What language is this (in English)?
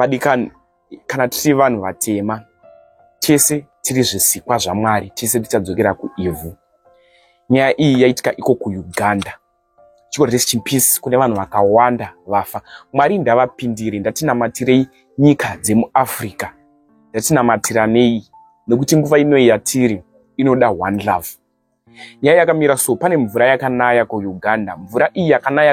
Shona